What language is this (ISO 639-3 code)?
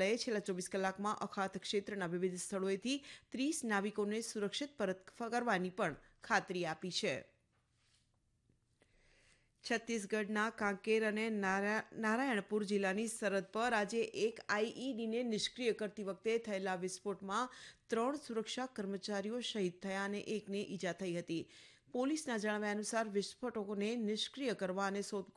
guj